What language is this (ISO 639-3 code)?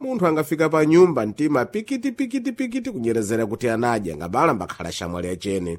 seh